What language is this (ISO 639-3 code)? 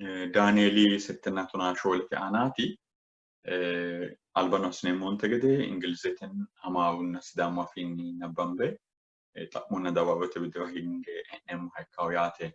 sid